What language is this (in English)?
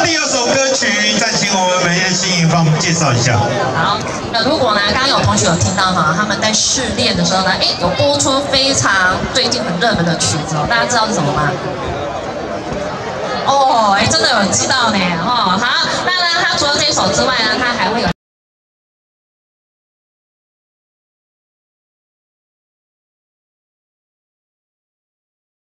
Chinese